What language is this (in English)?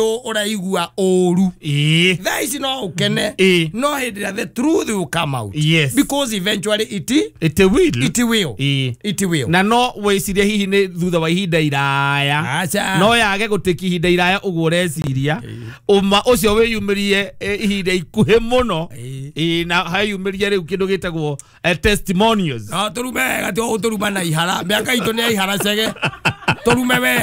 Kikuyu